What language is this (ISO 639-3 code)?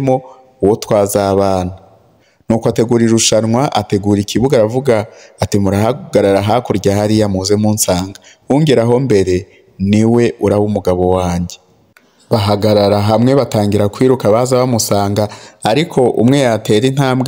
kin